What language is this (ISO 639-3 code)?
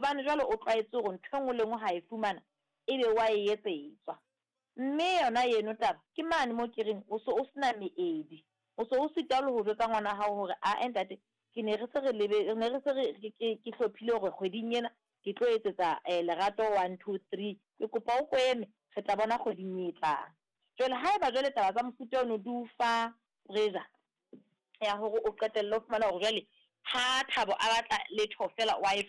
sot